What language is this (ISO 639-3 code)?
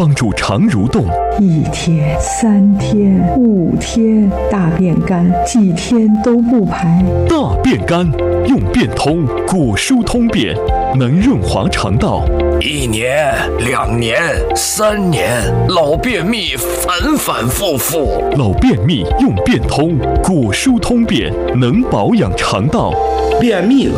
zho